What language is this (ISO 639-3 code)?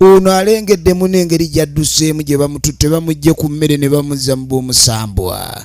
lug